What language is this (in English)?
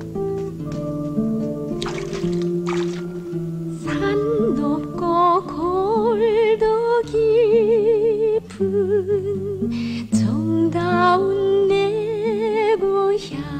Korean